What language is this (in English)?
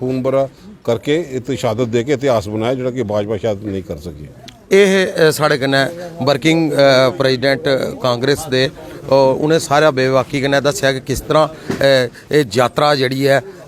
Dogri